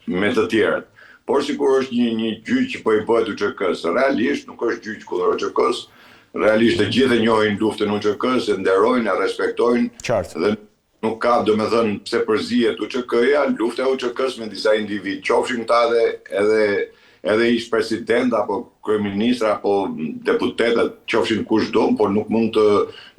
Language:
Albanian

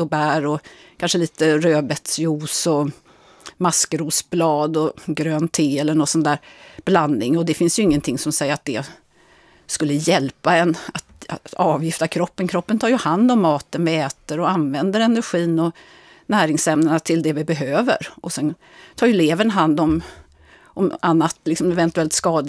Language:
Swedish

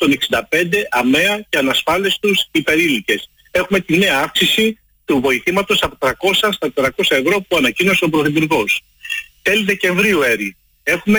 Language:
Greek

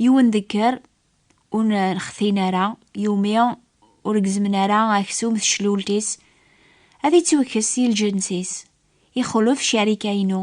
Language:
Kabyle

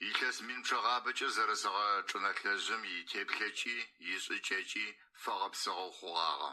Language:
Adyghe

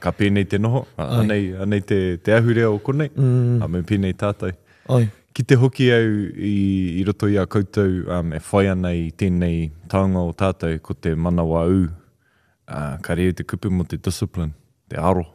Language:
Māori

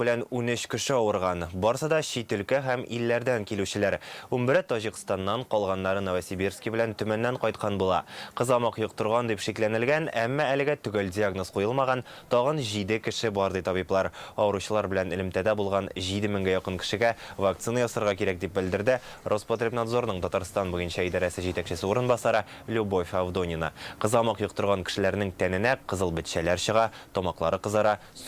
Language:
Tatar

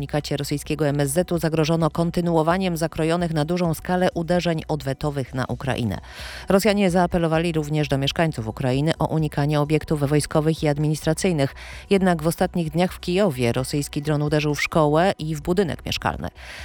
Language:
Polish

